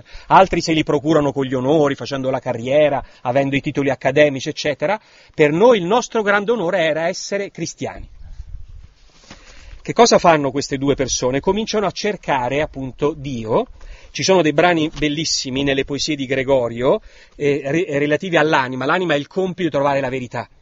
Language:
Italian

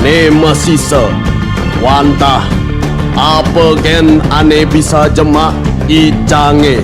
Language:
Balinese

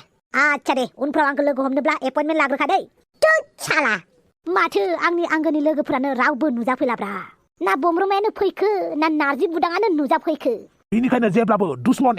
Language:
Bodo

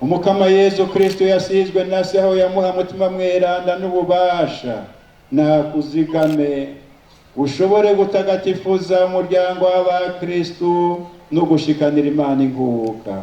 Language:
Rundi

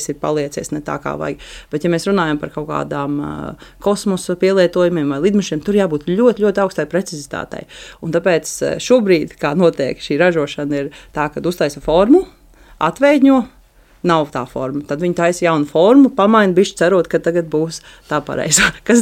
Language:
Latvian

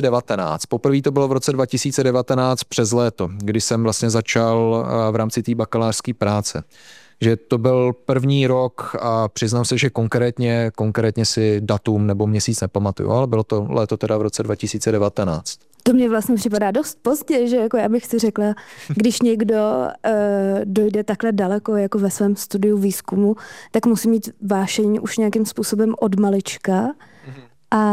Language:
Czech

